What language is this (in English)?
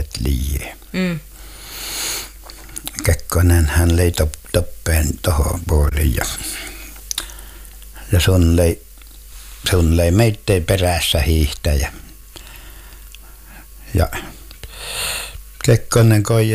Finnish